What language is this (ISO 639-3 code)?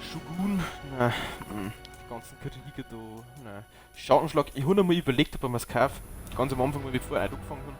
bar